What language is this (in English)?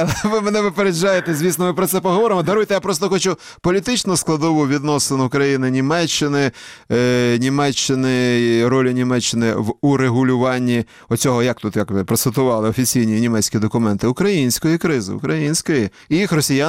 Ukrainian